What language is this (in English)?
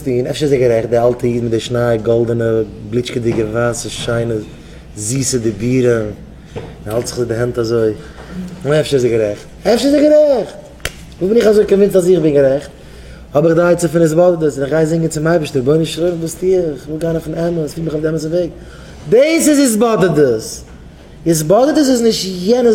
Yiddish